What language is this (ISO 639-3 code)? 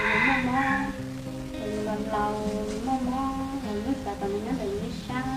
hmn